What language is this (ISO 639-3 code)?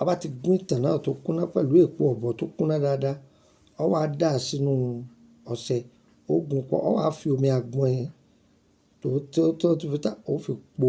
yor